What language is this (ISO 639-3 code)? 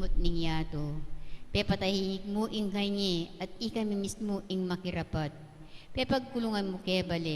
pam